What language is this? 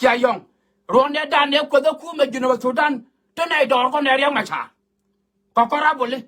Nuer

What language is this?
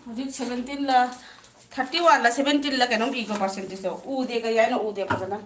Manipuri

